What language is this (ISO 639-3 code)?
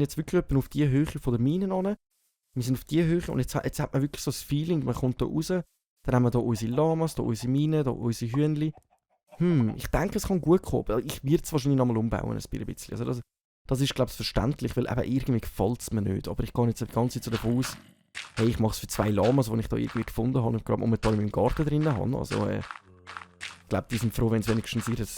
gsw